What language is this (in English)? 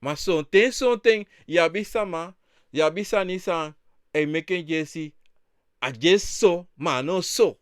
Sranan Tongo